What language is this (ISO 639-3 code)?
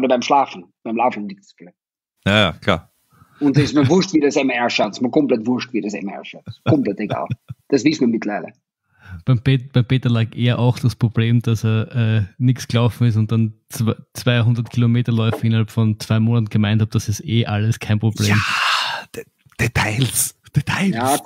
deu